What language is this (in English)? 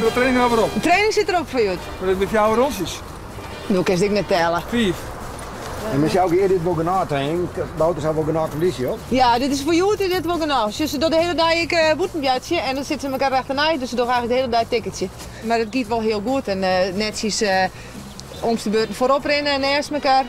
Western Frisian